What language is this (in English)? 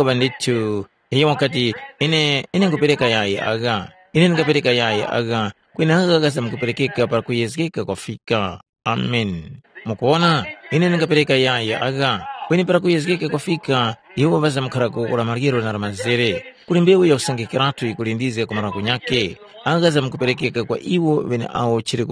Tumbuka